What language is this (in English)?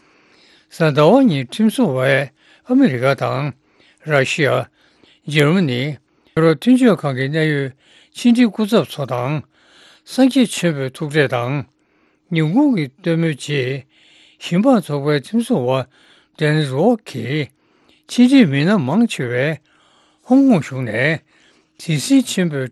Tibetan